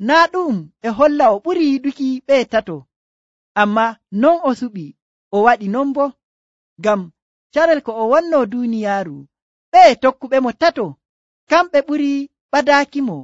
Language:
Nigerian Fulfulde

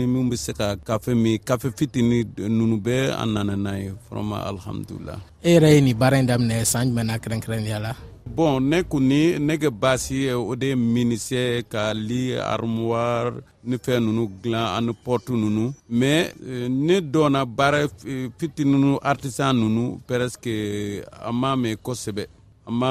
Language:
Bambara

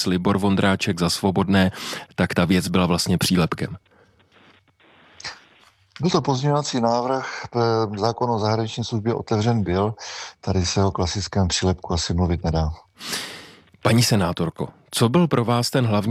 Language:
Czech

